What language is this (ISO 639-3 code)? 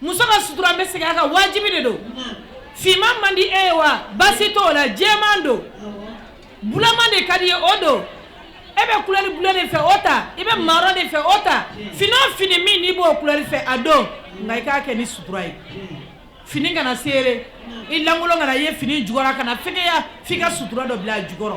bam